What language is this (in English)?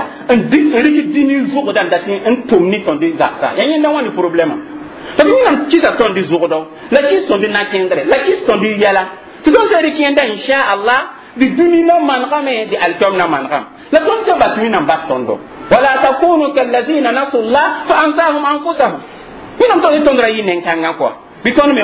Mossi